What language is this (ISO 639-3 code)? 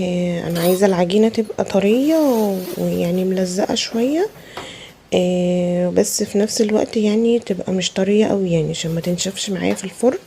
arz